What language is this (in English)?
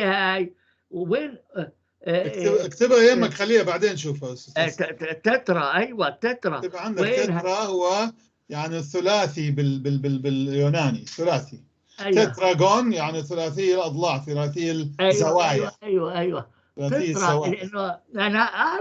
North Levantine Arabic